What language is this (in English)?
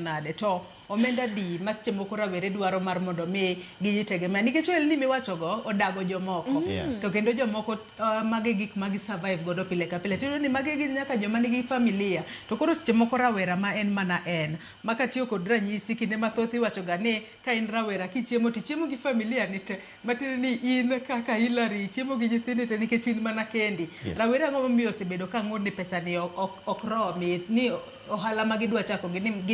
Luo (Kenya and Tanzania)